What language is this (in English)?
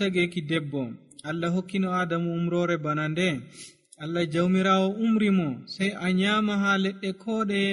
Nigerian Fulfulde